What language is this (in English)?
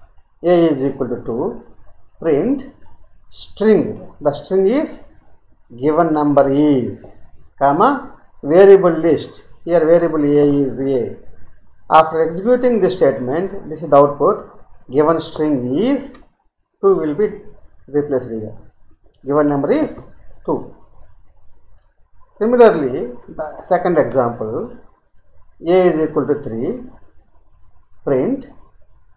English